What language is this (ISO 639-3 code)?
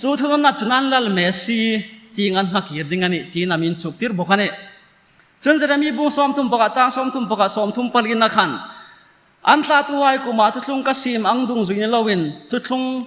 hmr